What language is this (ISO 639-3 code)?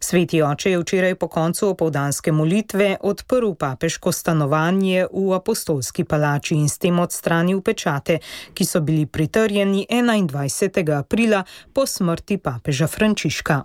slv